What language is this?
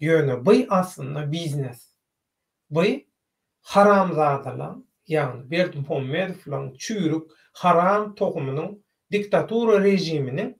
Turkmen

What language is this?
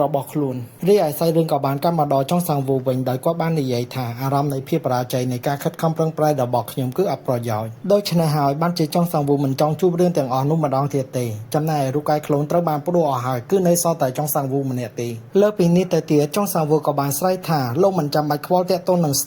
Khmer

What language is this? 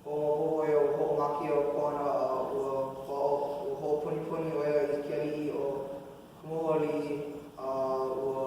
Hawaiian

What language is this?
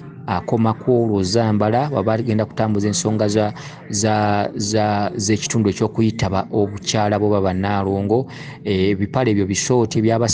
Ganda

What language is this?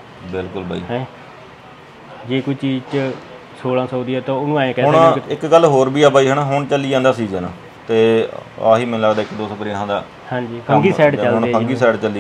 Punjabi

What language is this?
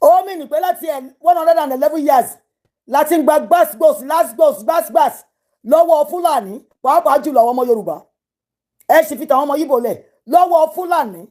Yoruba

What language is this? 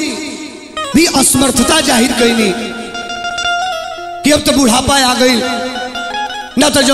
Bhojpuri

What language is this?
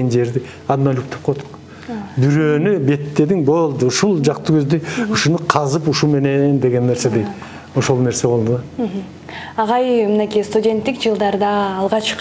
Kyrgyz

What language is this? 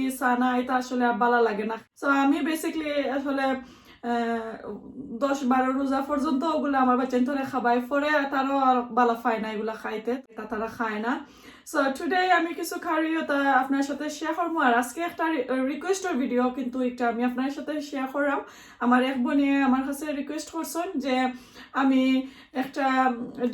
Sylheti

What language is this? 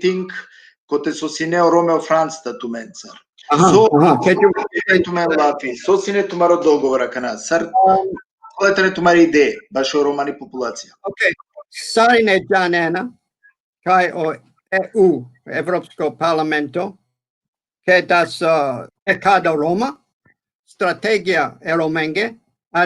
Balkan Romani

